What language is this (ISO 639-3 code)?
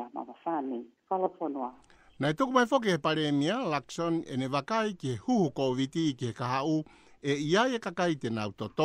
ton